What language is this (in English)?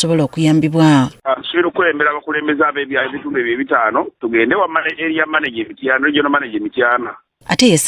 Ganda